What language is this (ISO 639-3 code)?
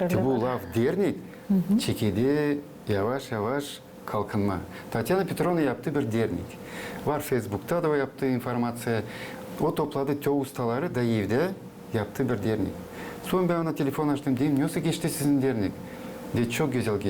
gag